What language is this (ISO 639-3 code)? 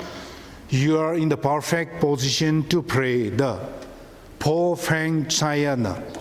nmf